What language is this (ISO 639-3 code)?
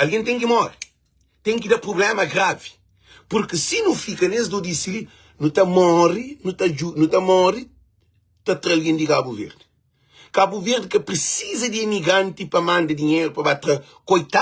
kea